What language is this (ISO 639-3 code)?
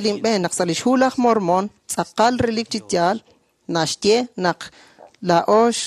kek